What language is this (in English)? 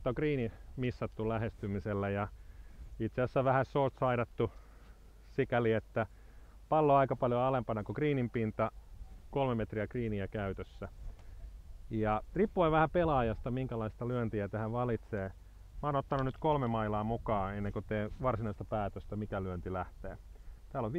Finnish